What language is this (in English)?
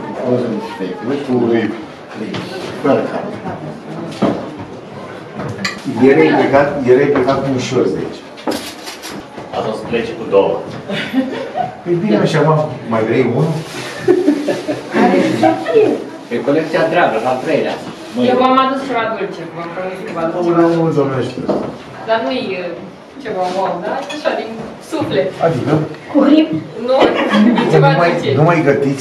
Romanian